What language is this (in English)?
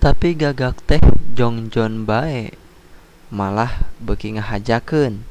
Sundanese